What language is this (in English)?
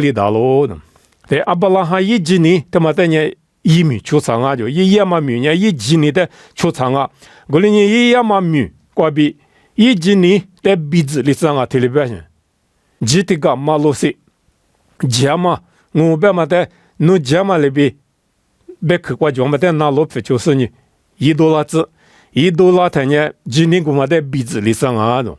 Lisu